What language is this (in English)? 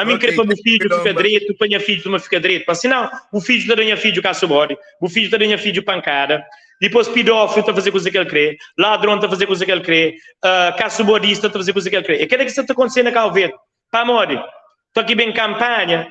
Kabuverdianu